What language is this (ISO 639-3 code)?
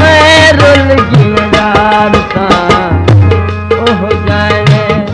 skr